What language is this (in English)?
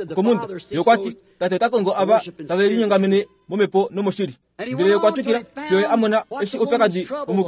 Kuanyama